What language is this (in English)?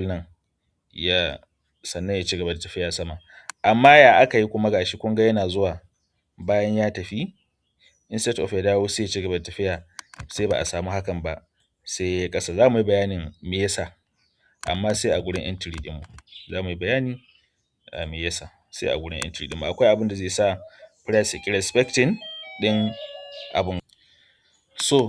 Hausa